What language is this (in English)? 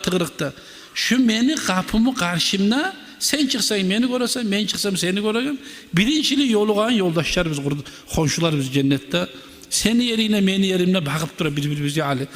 Kumyk